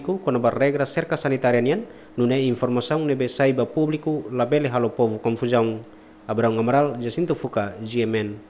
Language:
Tetum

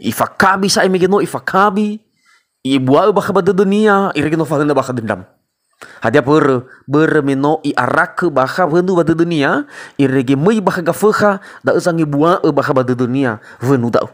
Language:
Nias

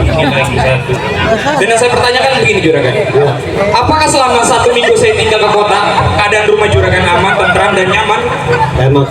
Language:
Betawi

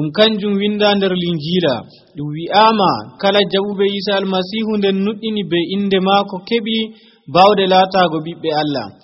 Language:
Nigerian Fulfulde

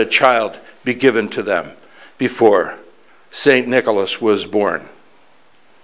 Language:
English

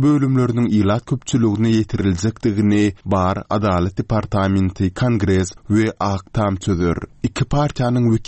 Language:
Turkmen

